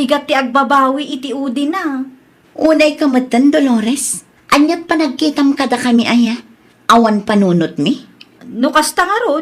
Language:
Iloko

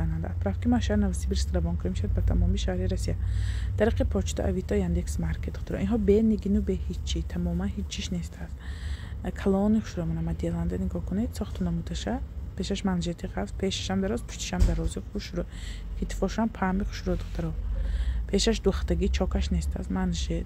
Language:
Tajik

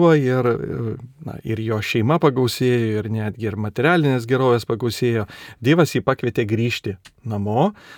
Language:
Lithuanian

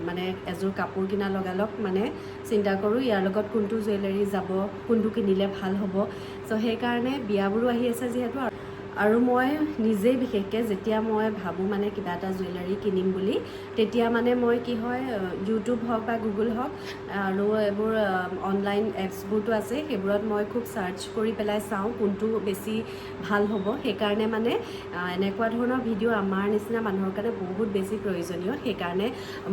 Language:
Assamese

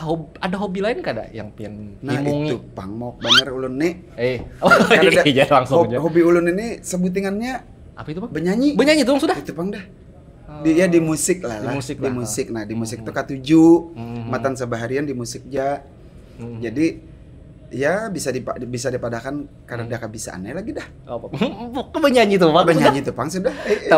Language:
Banjar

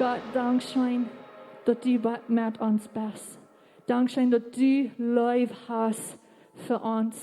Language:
Plautdietsch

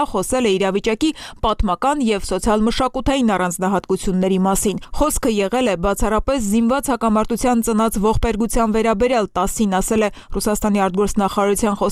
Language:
Armenian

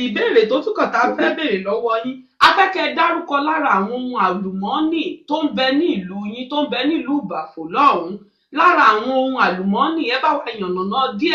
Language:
Yoruba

